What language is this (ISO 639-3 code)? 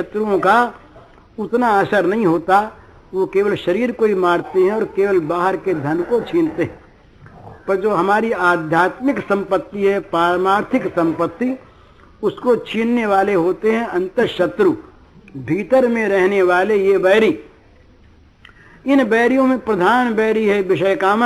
hin